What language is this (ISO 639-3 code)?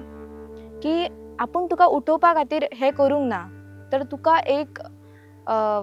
kok